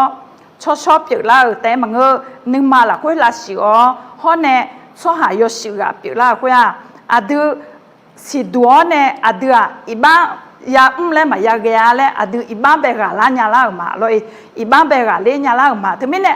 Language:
Akha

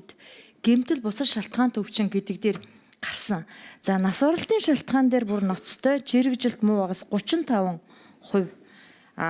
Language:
Mongolian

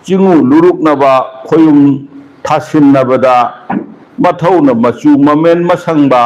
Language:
Manipuri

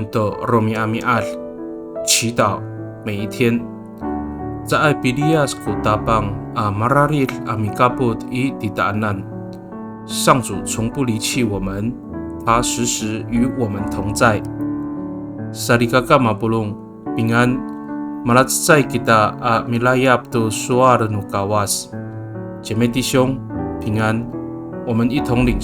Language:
Amis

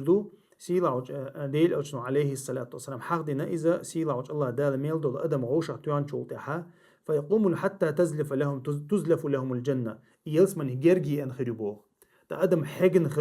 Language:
Chechen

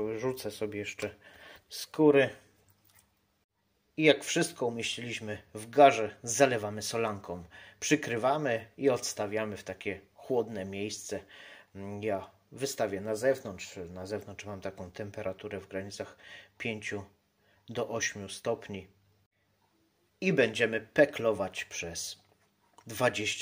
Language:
Polish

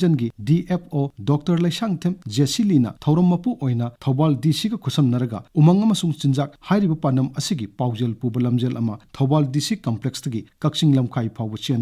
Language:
Manipuri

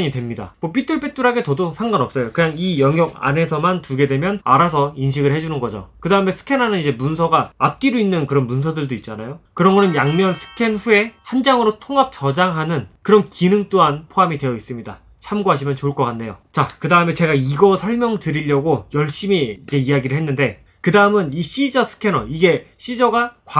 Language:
Korean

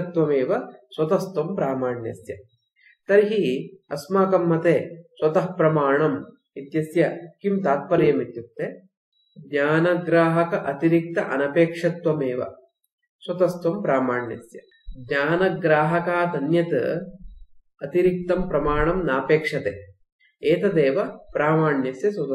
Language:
Sanskrit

